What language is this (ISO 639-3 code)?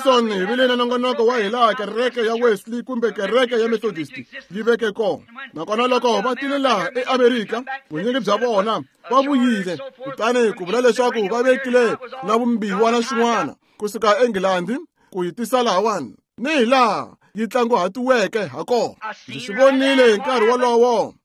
tso